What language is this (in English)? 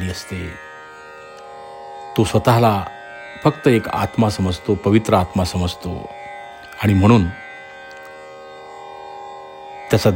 Marathi